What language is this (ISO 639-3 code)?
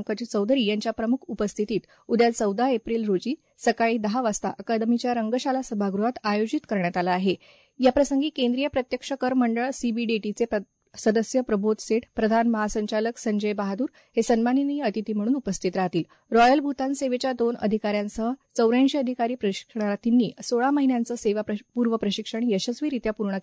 mar